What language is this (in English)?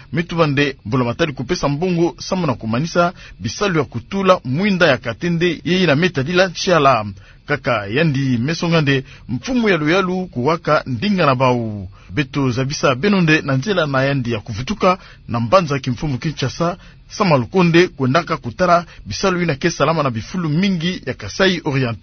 Kituba (Democratic Republic of Congo)